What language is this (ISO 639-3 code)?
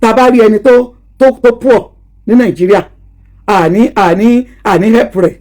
yor